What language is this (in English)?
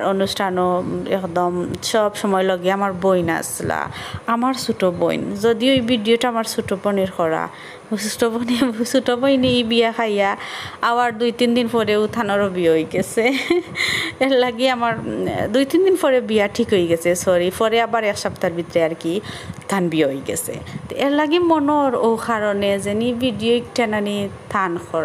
Sylheti